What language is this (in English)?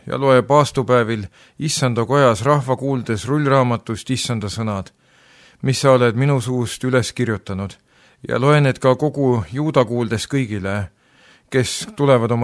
Estonian